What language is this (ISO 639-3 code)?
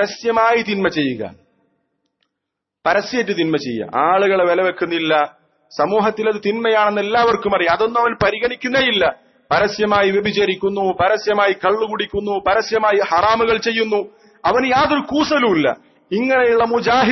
mal